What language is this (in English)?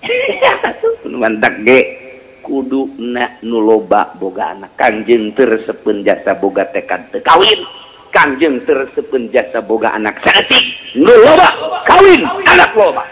Sundanese